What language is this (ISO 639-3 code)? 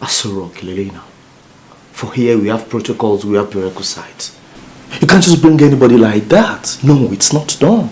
yor